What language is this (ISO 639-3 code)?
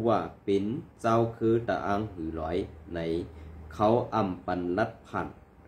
shn